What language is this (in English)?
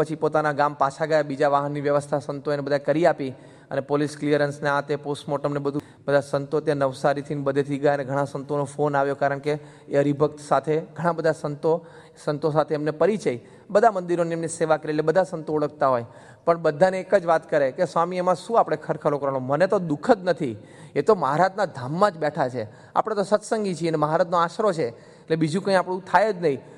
Gujarati